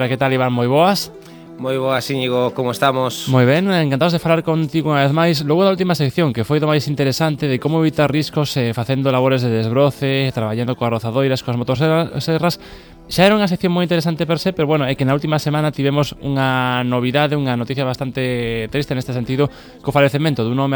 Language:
Galician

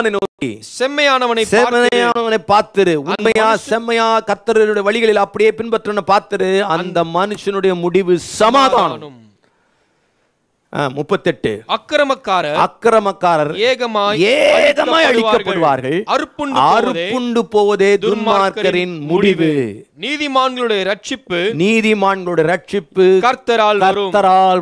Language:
Tamil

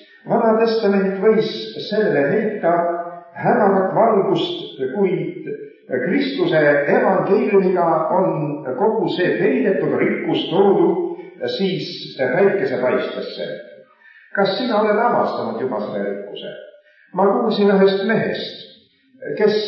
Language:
Estonian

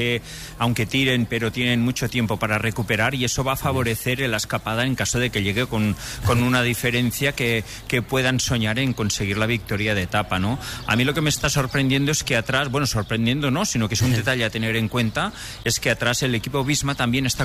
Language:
Spanish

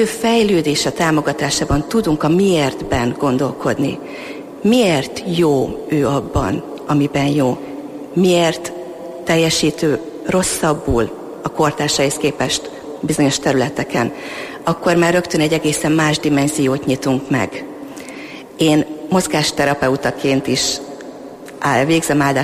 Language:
Hungarian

